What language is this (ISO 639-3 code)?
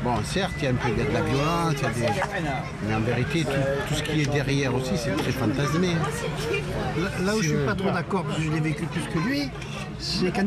fra